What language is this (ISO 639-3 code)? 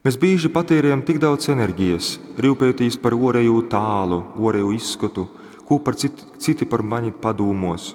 ltg